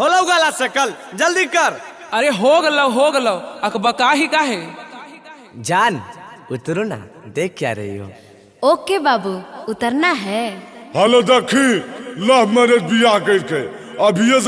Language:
Magahi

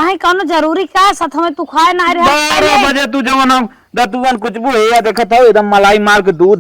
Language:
Awadhi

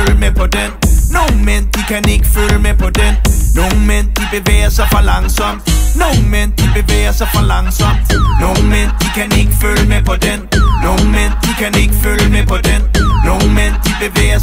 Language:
Danish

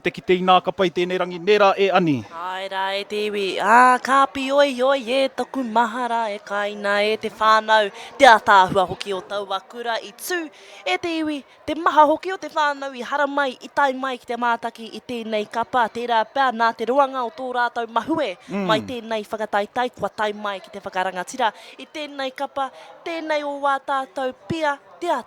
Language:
Māori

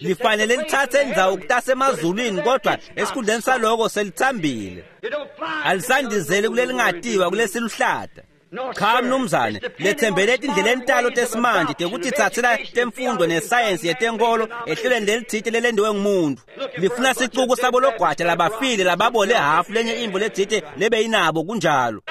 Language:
Swati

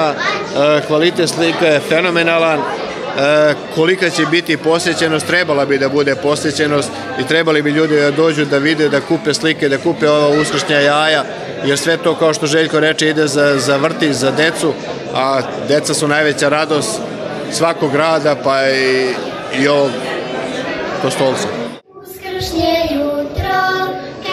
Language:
Serbian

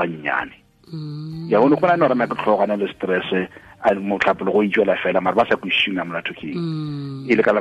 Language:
Northern Sotho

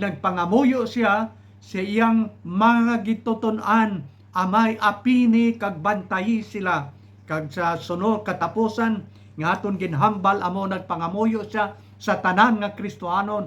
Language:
Hiligaynon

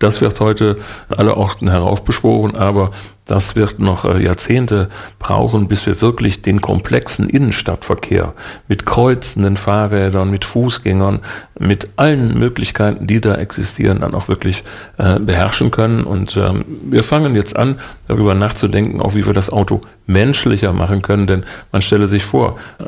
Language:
German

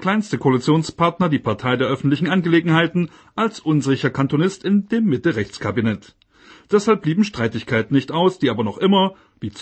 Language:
German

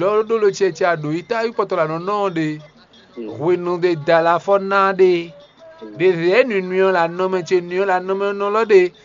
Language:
Fon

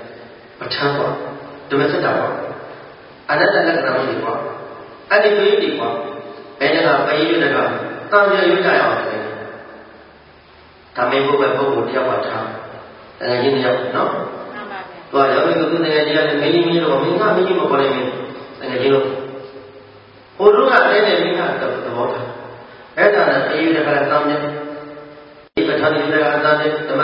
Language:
Burmese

